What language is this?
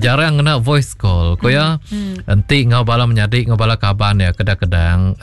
Iban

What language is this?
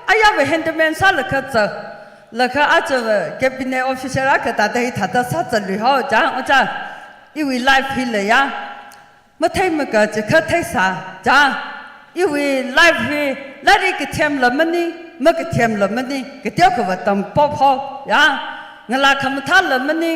Tangkhul Naga (India)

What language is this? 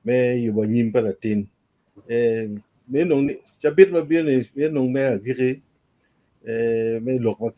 Acoli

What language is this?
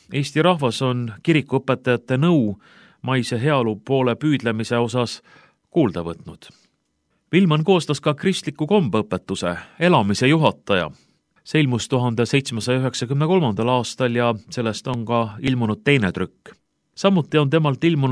Estonian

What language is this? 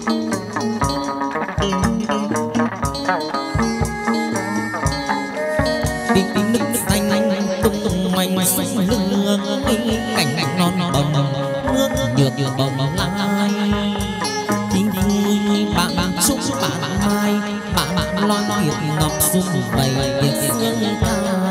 Vietnamese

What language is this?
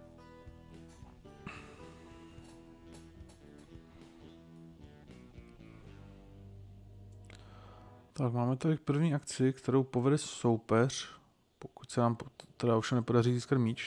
Czech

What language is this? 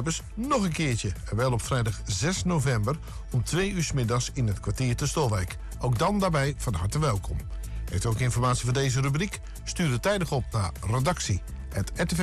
Dutch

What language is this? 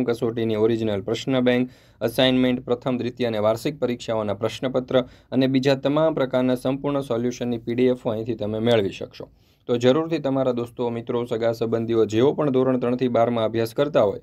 Gujarati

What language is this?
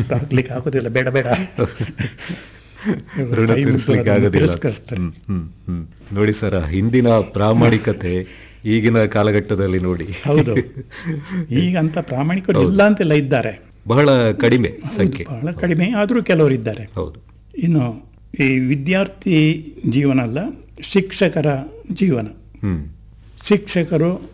Kannada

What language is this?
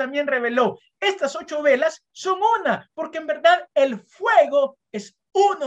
Spanish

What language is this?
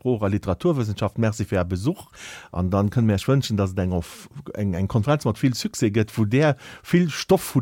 Luxembourgish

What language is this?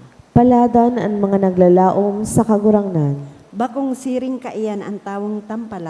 Bikol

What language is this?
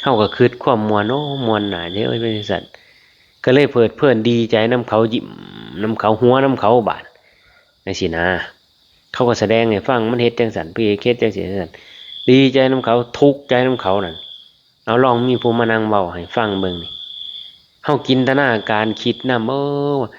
Lao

